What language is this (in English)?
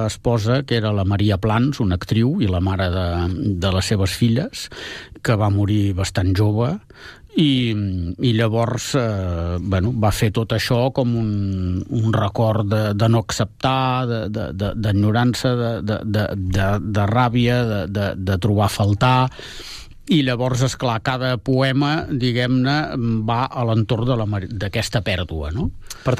Catalan